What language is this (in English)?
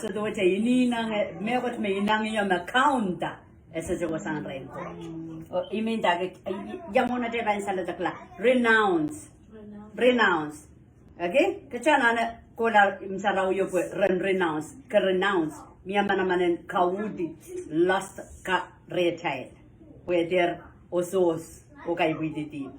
Pohnpeian